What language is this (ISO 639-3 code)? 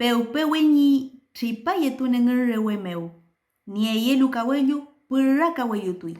arn